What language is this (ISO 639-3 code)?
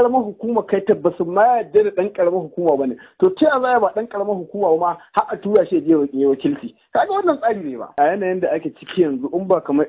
hau